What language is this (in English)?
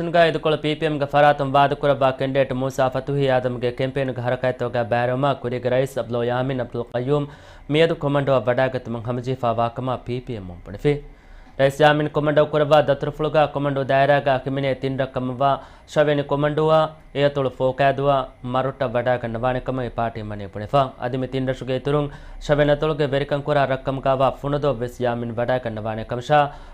Divehi